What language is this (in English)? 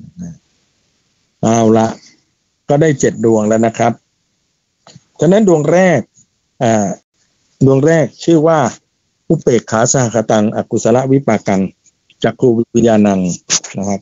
Thai